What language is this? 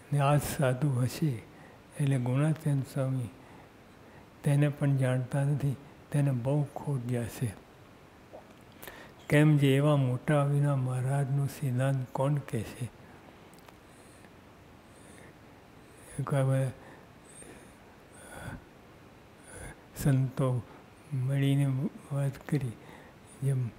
Gujarati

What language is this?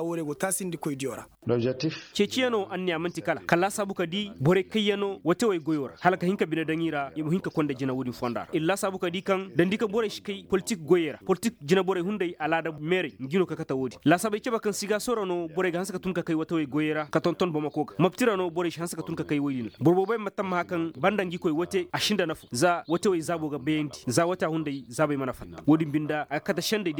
Koyraboro Senni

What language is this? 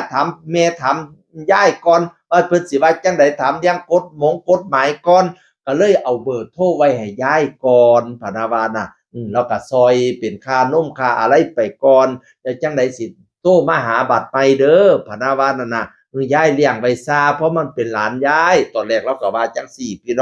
Northeastern Thai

